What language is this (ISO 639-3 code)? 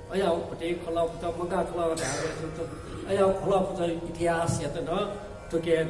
new